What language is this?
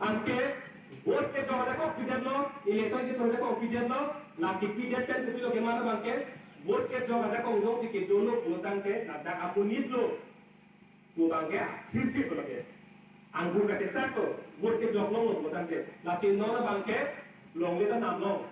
Karbi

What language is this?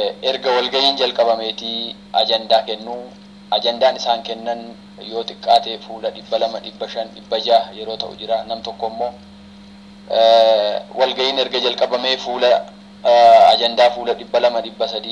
Oromo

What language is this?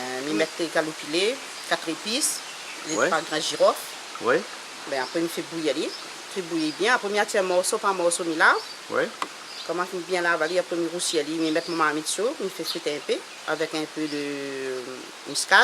Réunion Creole French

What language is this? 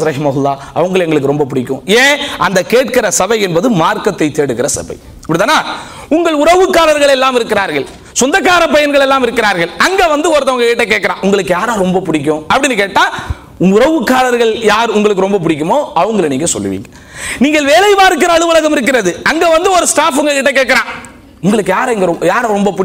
Tamil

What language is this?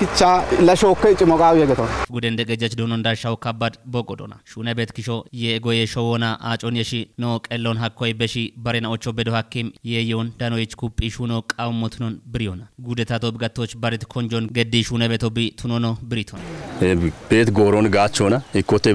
Kafa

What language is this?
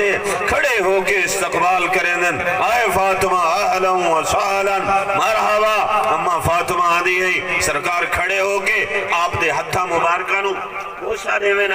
Saraiki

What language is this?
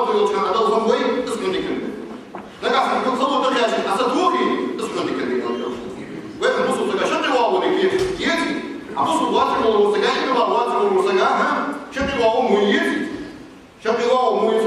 Ingush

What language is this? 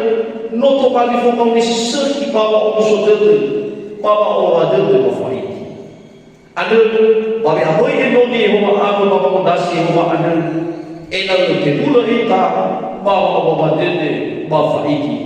Nias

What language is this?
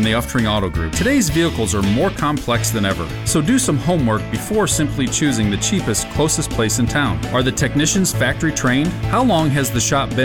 English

